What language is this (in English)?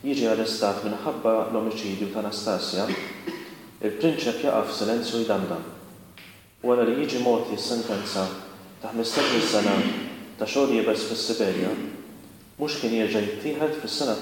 Maltese